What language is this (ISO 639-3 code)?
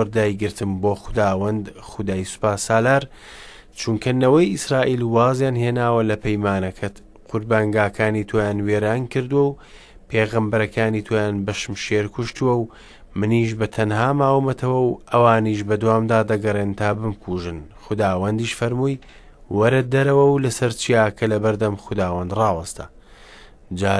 ckb